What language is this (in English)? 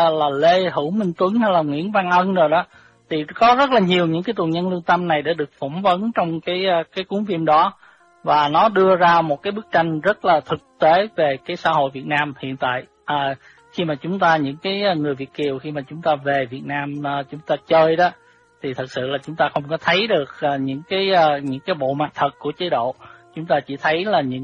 Vietnamese